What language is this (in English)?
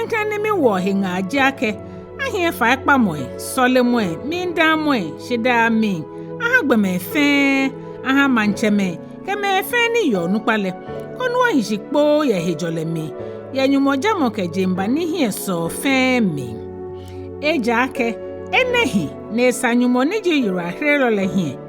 Ga